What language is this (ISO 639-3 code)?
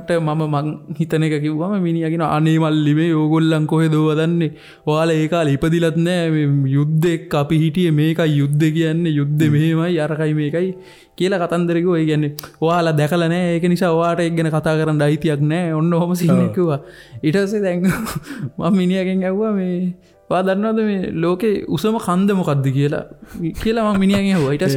sin